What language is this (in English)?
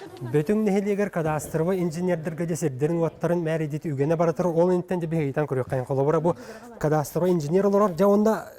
Yakut